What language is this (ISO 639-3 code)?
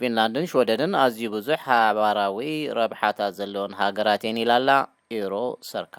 tir